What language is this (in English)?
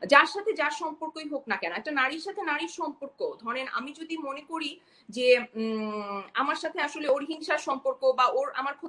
Bangla